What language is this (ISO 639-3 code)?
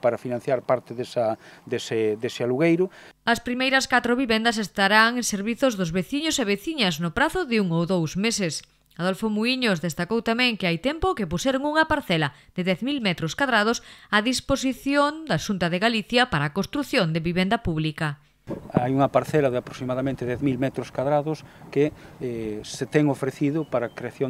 glg